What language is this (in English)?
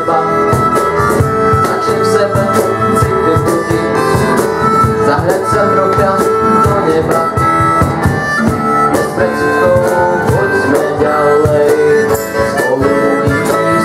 Slovak